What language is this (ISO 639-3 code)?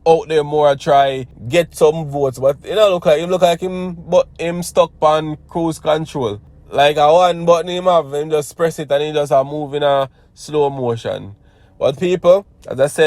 jam